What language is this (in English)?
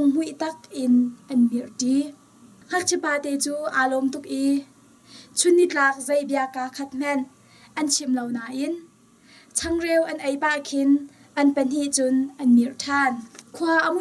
Hakha Chin